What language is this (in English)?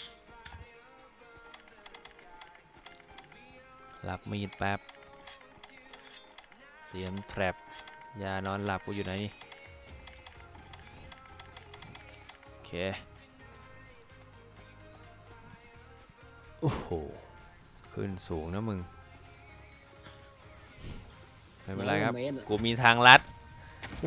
Thai